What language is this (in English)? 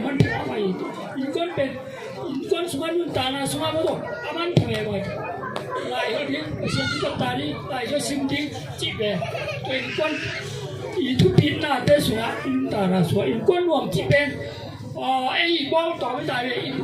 Tedim Chin